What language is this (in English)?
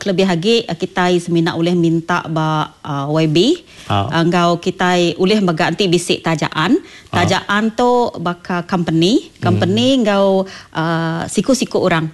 Iban